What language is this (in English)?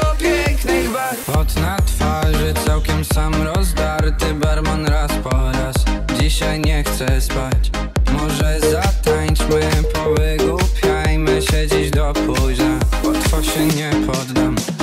Polish